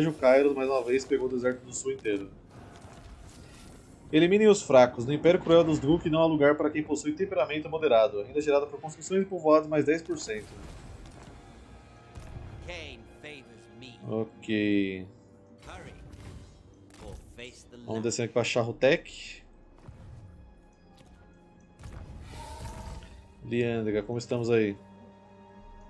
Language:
Portuguese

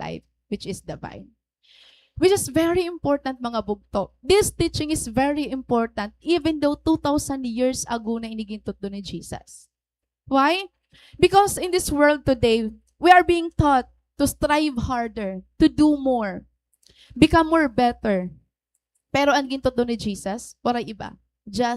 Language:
Waray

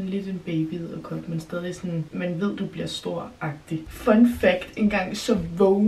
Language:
Danish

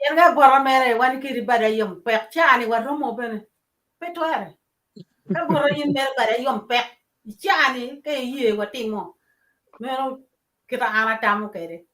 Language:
Acoli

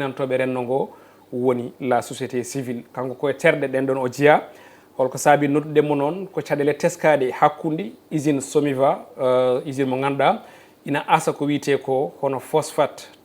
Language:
Fula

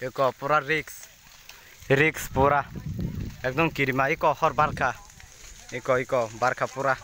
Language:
Kok Borok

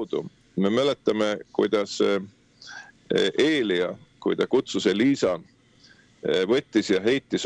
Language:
Estonian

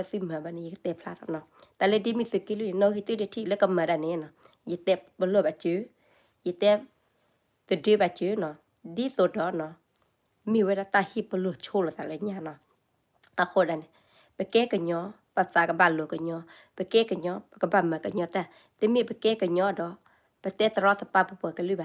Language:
S'gaw Karen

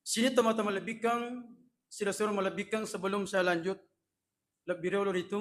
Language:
Buginese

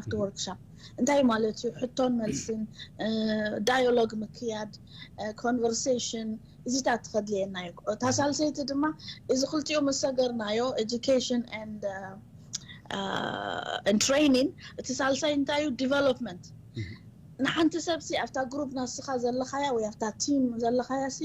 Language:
Tigrinya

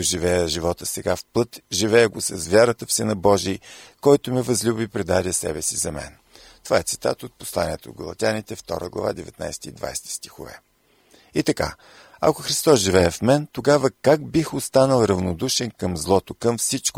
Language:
Bulgarian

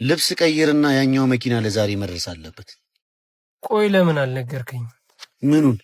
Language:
Amharic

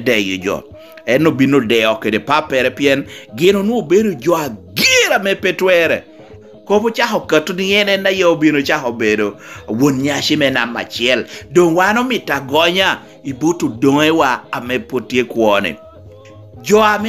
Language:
Lango (Uganda)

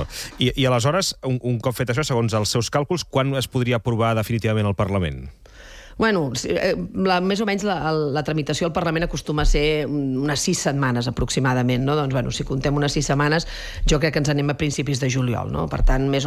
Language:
Catalan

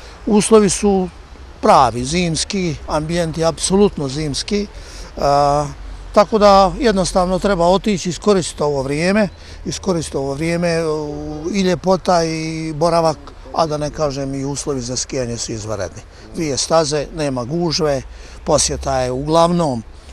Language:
Bosnian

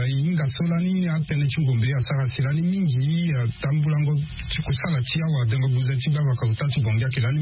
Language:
Sango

